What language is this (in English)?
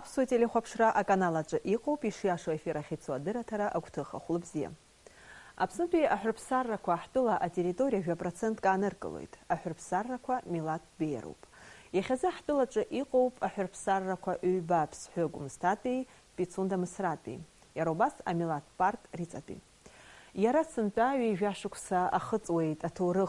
Abkhazian